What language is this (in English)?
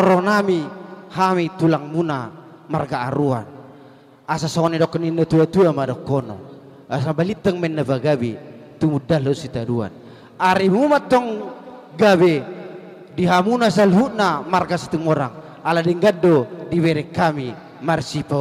Batak Toba